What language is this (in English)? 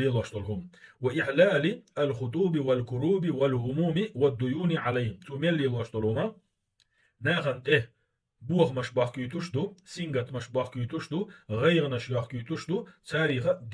Chechen